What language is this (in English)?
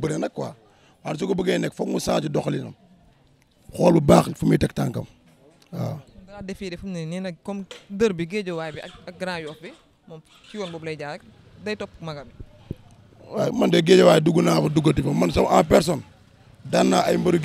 Wolof